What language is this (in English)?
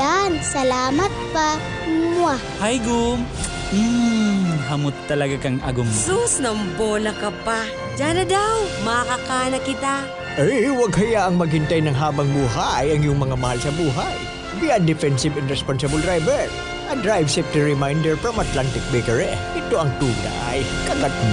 Bikol